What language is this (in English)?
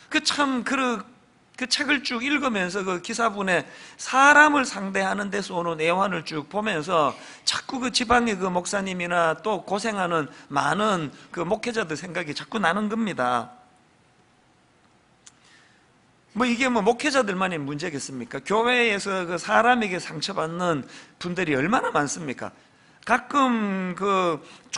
Korean